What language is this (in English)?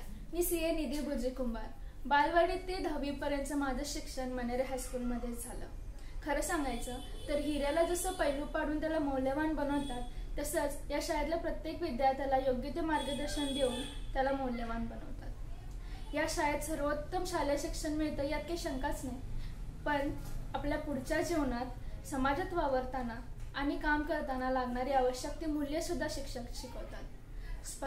Marathi